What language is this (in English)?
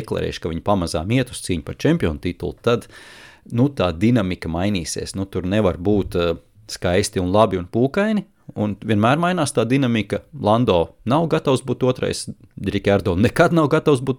Latvian